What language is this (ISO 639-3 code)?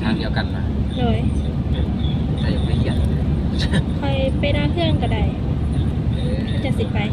lao